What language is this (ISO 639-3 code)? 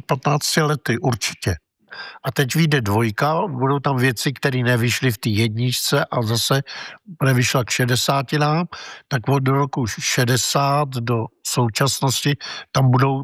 ces